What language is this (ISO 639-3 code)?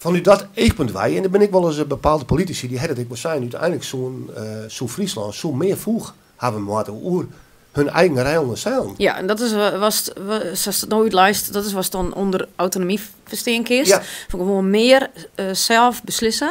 fry